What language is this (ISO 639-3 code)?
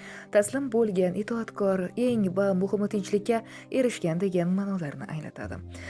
uzb